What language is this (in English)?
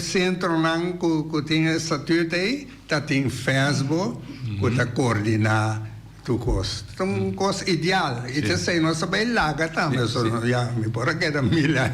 Papiamento